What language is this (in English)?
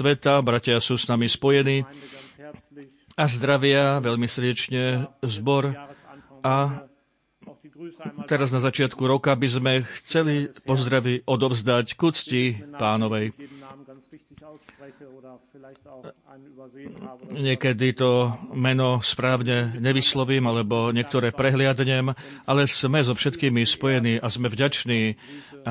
Slovak